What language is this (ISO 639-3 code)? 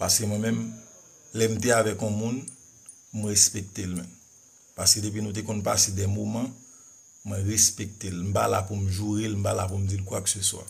hat